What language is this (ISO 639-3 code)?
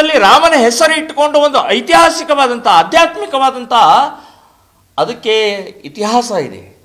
kan